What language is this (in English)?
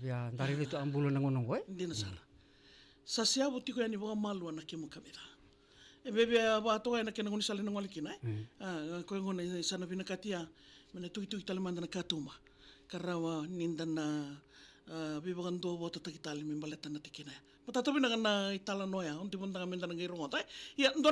Fijian